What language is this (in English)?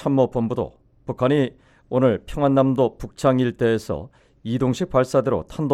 Korean